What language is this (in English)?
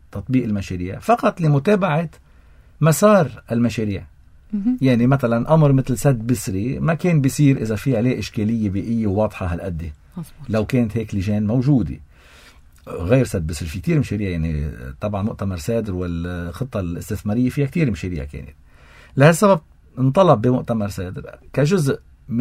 North Levantine Arabic